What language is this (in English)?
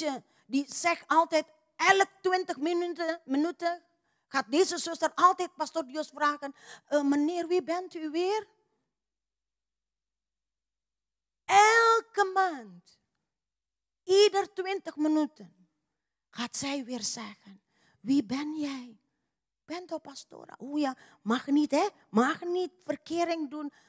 Dutch